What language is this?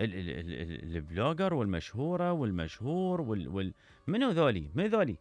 Mesopotamian Arabic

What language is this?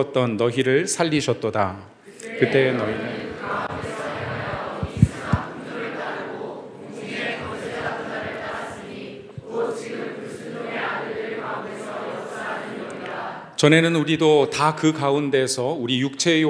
Korean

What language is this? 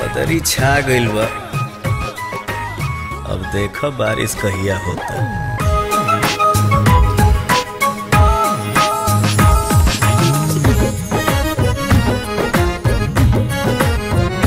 Bhojpuri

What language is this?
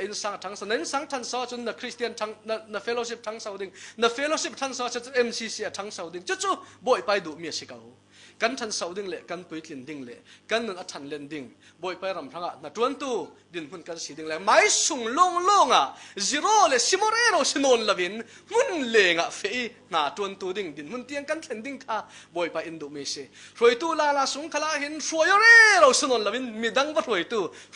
Falam Chin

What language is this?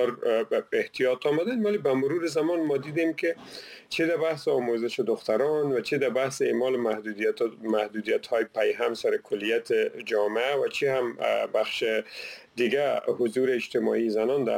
Persian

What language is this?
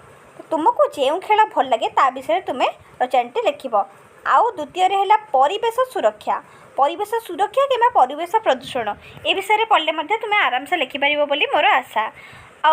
Odia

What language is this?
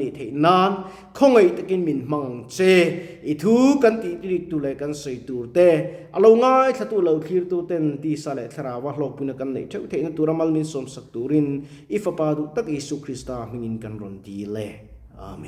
Mizo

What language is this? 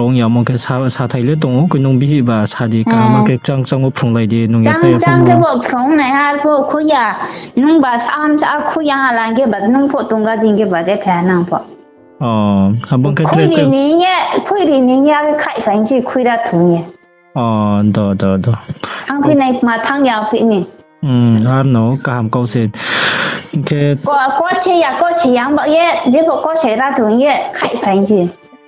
Riang (India)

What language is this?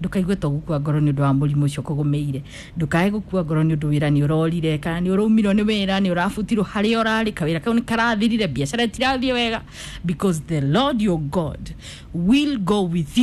Kikuyu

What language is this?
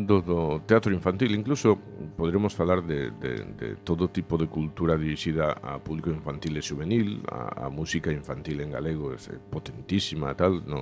Galician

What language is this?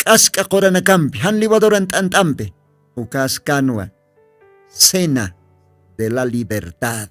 Aymara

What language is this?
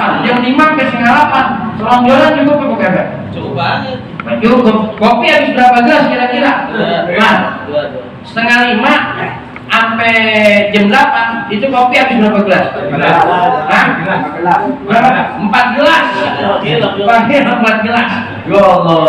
Betawi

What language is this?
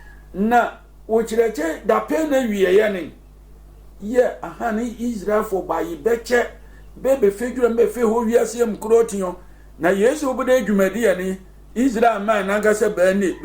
Sehwi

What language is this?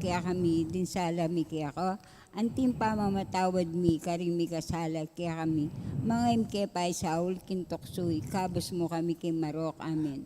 Pampanga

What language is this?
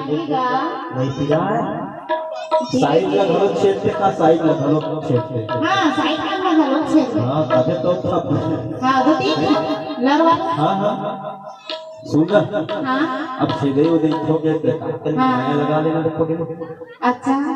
Chhattisgarhi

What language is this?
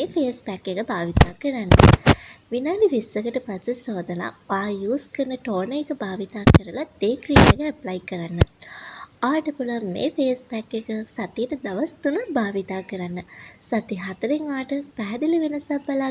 Sinhala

